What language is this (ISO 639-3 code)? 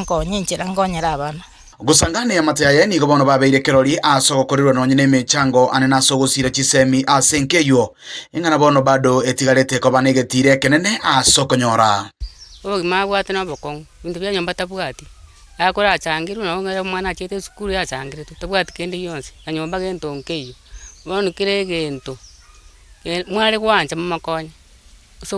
guz